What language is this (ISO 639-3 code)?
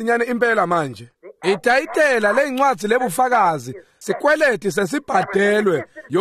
ssw